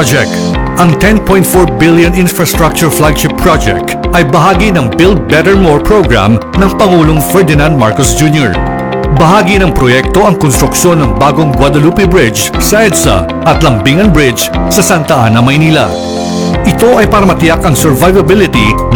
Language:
Filipino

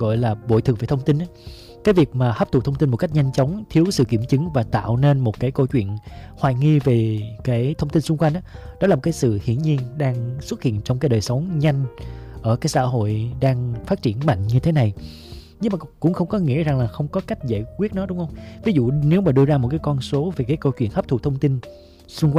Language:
Vietnamese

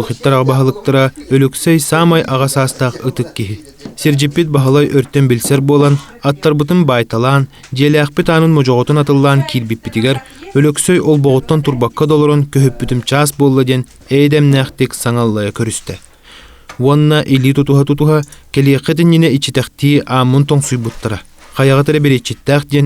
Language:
Yakut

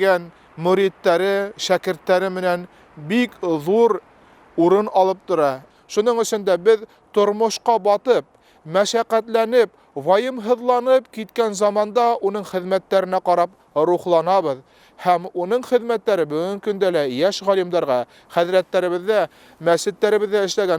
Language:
Bashkir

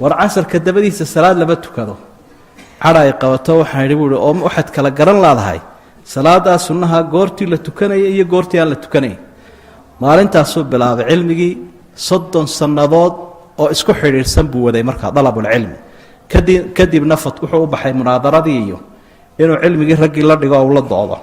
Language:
Somali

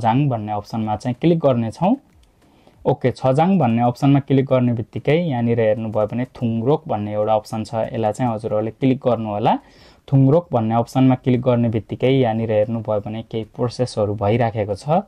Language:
Nepali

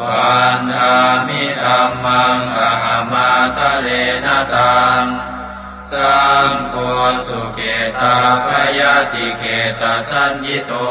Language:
Pali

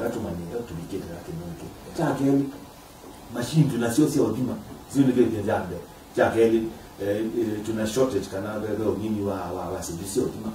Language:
Kamba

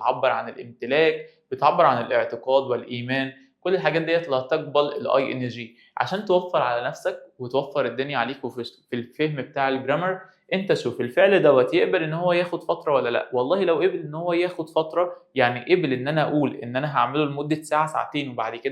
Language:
Egyptian Arabic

